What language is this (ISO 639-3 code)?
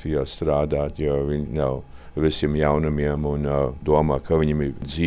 lav